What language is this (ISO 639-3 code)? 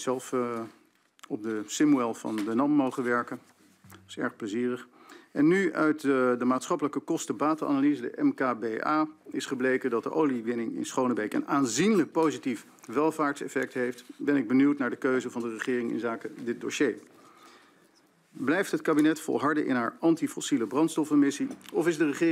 nld